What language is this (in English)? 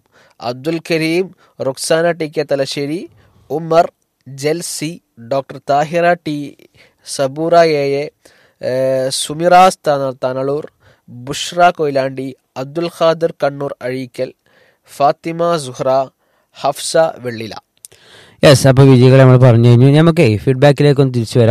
Malayalam